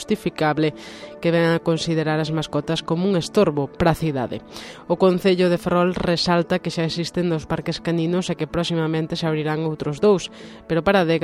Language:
Galician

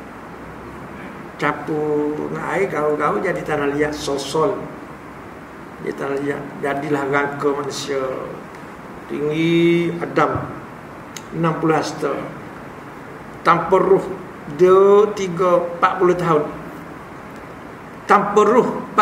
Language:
Malay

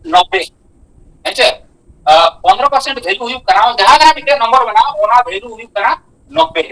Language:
Santali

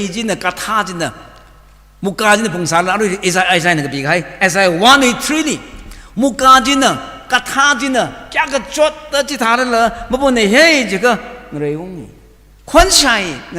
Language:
Tangkhul Naga (India)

